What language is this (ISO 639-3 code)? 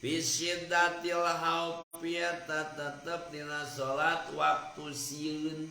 sun